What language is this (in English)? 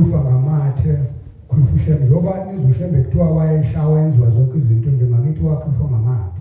Zulu